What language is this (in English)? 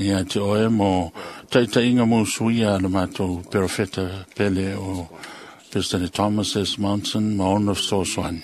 Samoan